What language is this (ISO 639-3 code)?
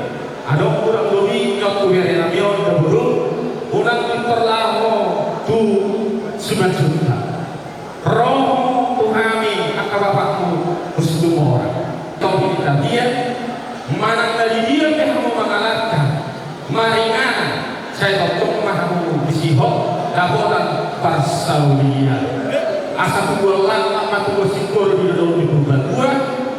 bbc